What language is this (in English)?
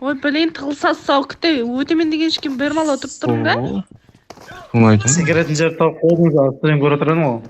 Kara-Kalpak